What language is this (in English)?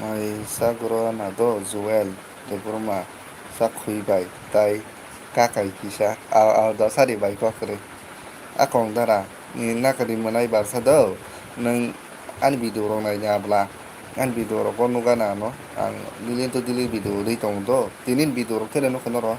Kok Borok